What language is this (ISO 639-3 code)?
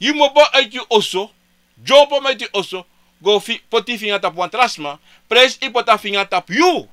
srn